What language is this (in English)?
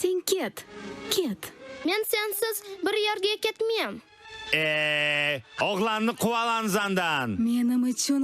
Crimean Tatar